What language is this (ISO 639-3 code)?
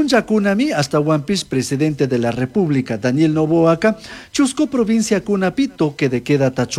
qug